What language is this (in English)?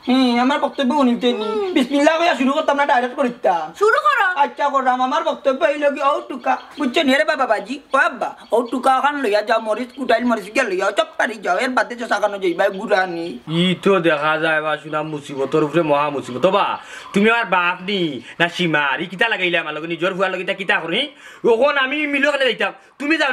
Sylheti